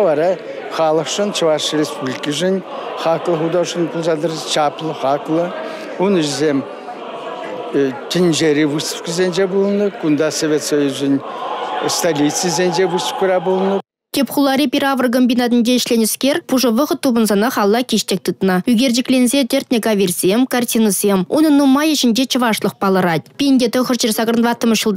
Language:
Chuvash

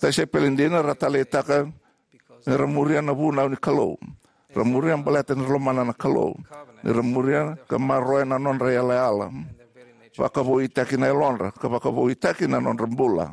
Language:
Fijian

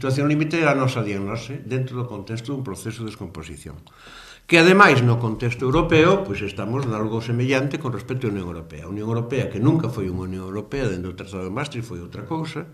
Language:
Galician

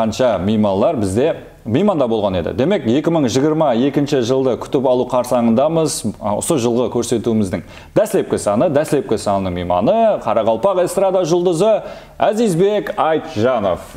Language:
Kara-Kalpak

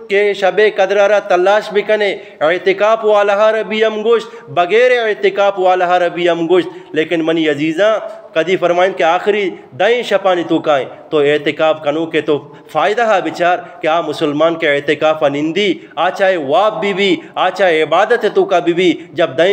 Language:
Eastern Balochi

